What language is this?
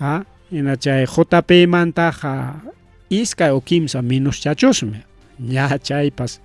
Ayacucho Quechua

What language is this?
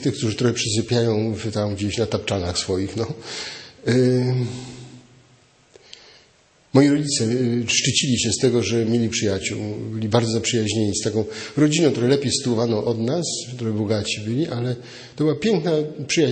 Polish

